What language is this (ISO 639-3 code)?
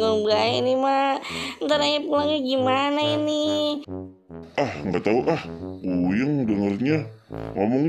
bew